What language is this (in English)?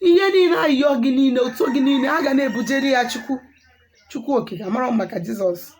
Igbo